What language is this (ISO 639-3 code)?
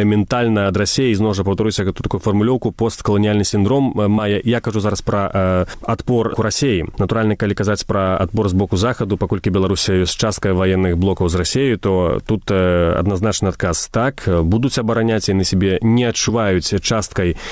bel